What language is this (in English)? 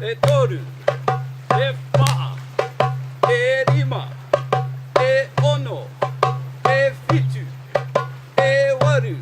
Māori